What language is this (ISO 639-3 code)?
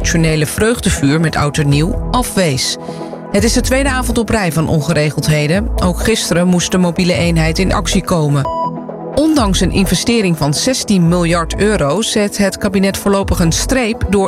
nld